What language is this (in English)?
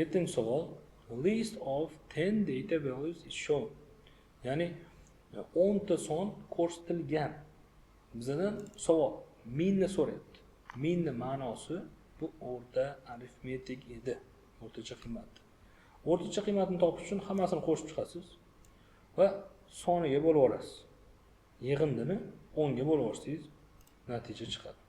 Uzbek